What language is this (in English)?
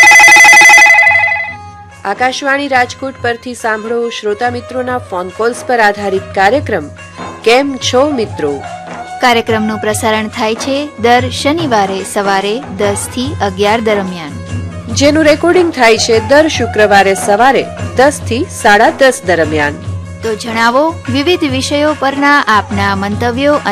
Gujarati